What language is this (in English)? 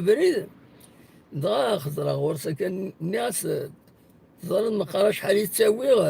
Kabyle